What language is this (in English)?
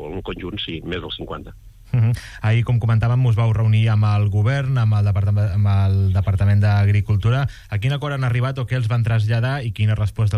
Catalan